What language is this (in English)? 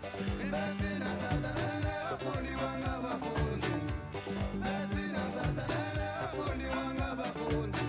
Venda